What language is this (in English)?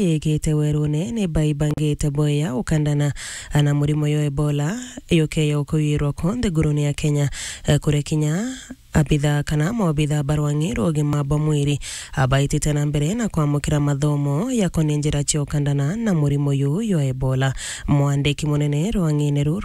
Meru